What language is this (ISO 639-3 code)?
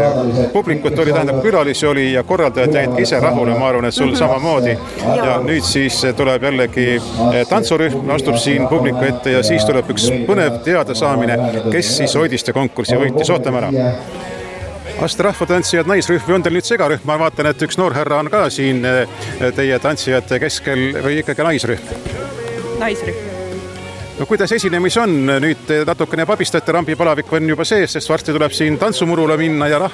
est